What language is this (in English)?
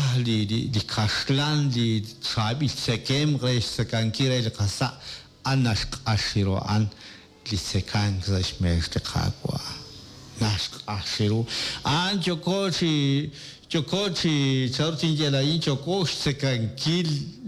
Kekchí